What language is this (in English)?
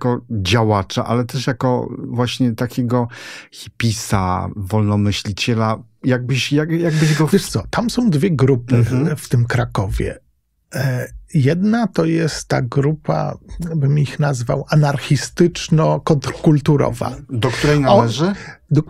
Polish